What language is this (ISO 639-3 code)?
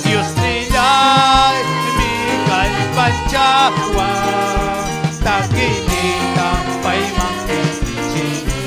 quy